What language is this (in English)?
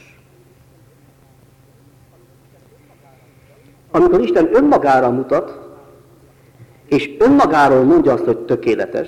Hungarian